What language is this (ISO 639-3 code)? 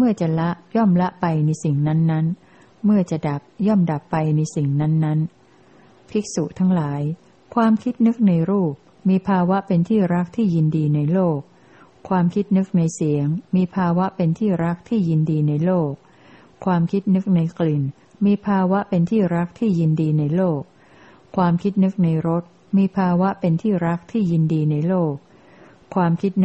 tha